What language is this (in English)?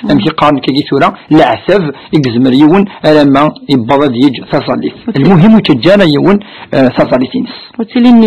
Kabyle